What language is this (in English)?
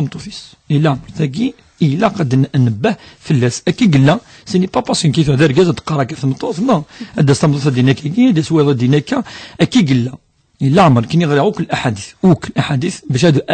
Kabyle